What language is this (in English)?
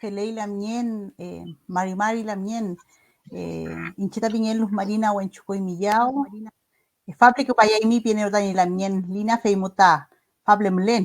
Mapuche